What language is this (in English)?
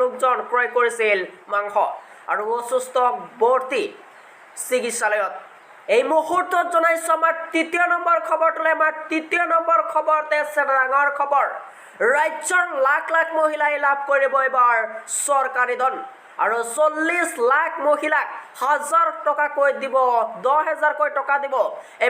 Assamese